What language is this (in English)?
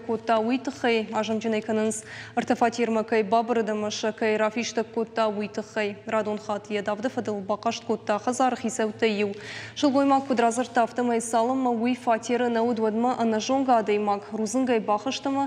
Ossetic